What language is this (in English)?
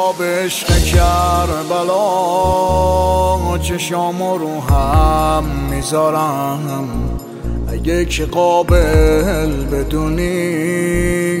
Persian